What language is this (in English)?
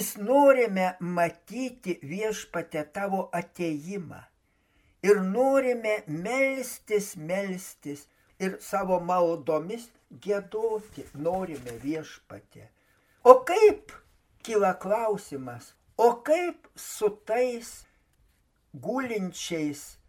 Lithuanian